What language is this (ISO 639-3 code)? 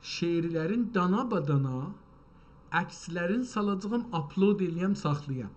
azb